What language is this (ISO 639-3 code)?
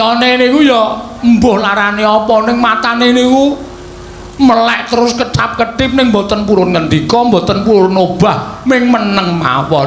jav